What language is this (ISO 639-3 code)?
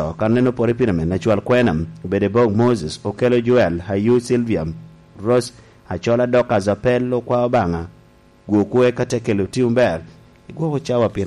laj